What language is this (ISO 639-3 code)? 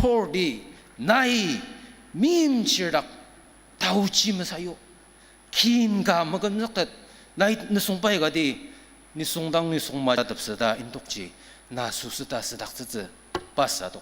njo